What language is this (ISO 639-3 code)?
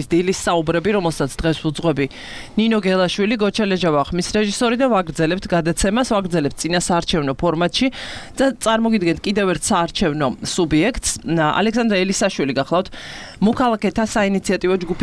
kat